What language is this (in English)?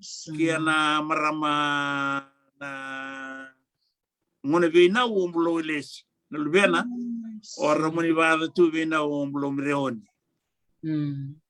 Fijian